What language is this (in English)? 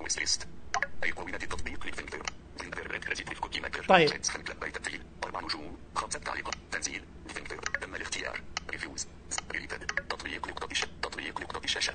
Najdi Arabic